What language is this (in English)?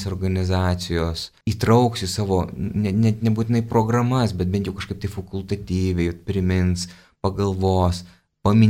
Lithuanian